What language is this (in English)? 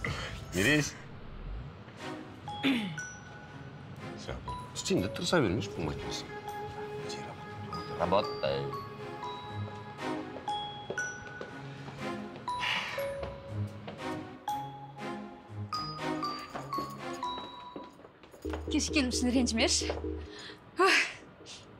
Kazakh